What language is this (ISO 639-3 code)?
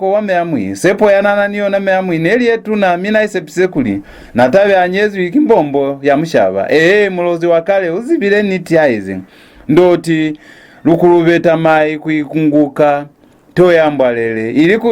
loz